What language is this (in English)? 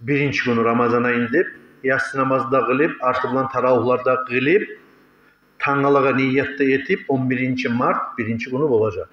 Kumyk